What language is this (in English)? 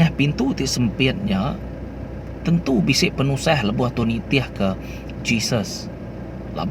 Iban